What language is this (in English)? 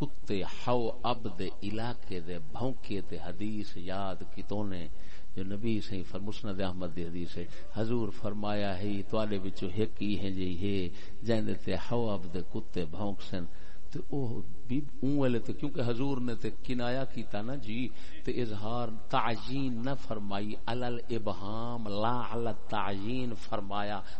Saraiki